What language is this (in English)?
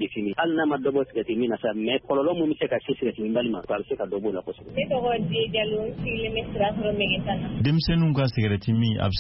Bambara